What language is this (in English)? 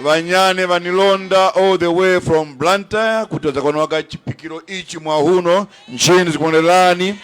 Tumbuka